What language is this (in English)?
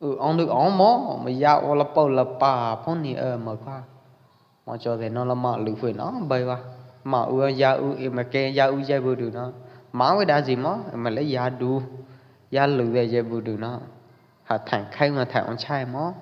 Pwo Eastern Karen